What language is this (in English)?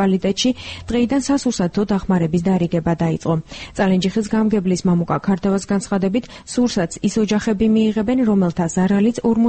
Georgian